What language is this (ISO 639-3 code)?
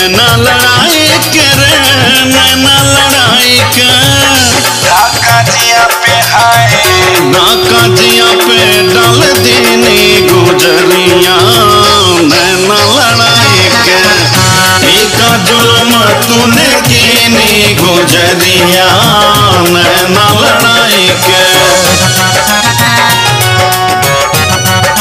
bho